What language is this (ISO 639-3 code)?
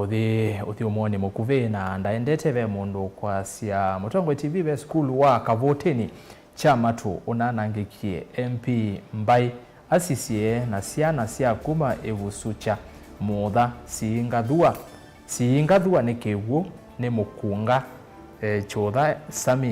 kam